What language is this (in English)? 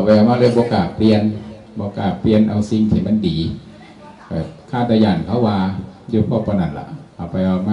Northeastern Thai